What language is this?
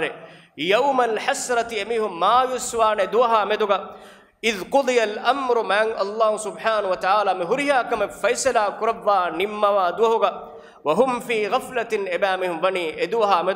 Divehi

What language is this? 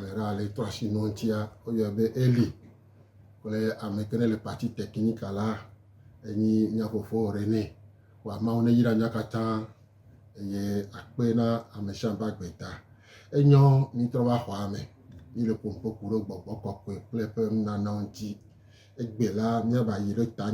Gen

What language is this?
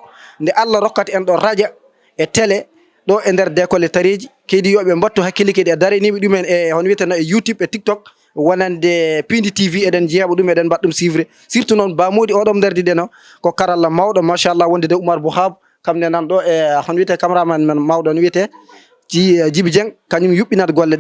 Fula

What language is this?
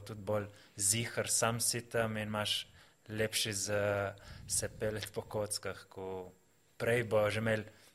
Slovenian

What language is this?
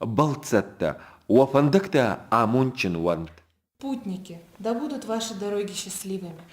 Ossetic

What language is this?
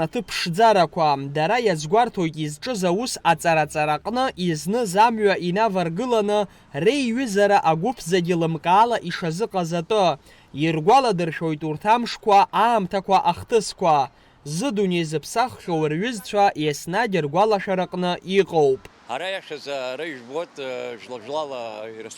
Abkhazian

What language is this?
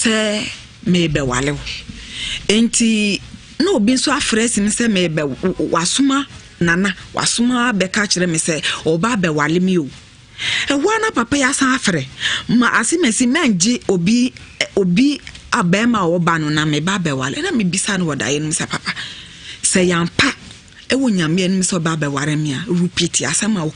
Akan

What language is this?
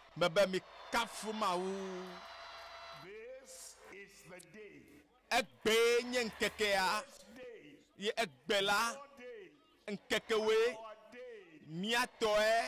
Ewe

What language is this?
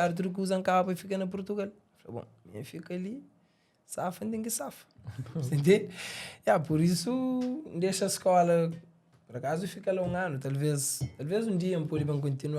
Kabuverdianu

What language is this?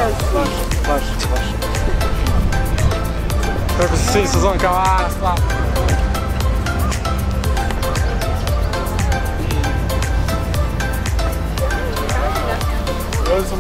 Serbian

